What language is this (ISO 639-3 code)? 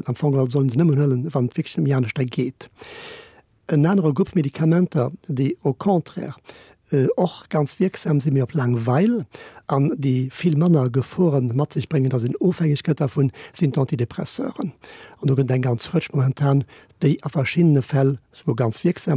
ltz